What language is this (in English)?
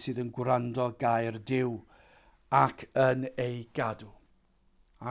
Welsh